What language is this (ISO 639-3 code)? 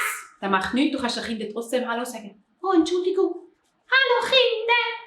gsw